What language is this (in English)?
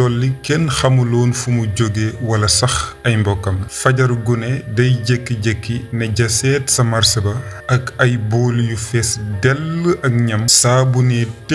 Wolof